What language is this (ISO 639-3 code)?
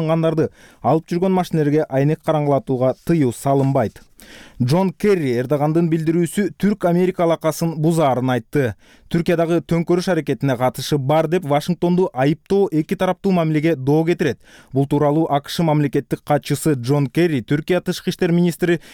kir